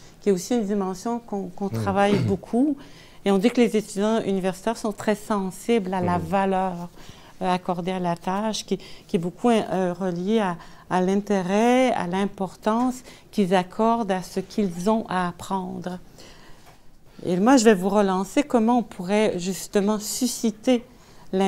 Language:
French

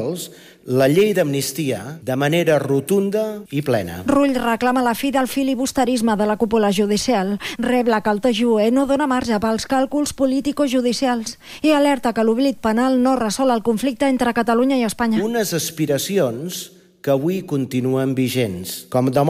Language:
Catalan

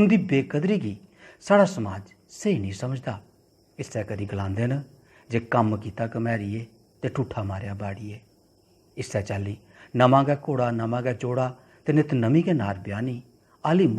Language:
Dogri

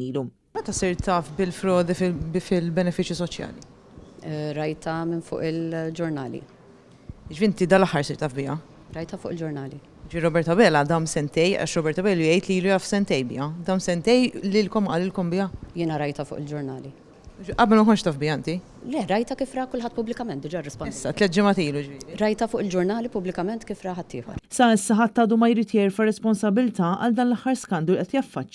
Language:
Maltese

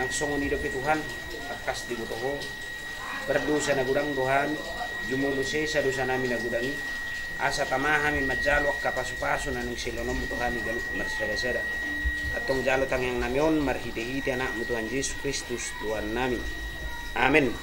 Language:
Batak Toba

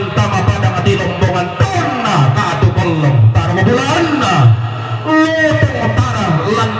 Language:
Toraja-Sa'dan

